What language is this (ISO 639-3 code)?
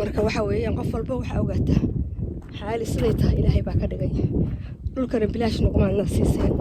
som